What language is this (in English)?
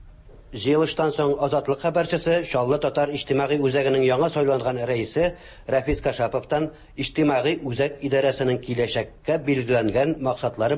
Tatar